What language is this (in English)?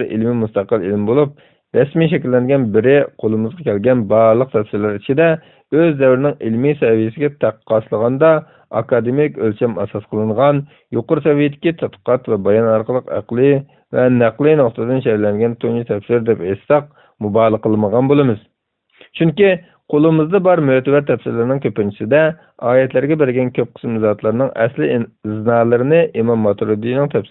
Uyghur